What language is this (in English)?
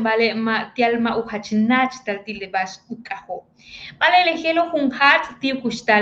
Yucateco